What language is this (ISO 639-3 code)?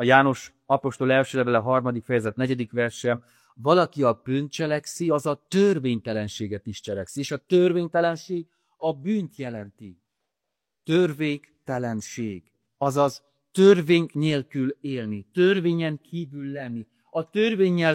hun